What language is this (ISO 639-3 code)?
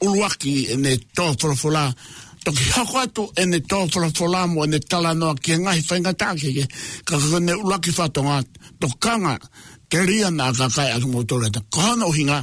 ton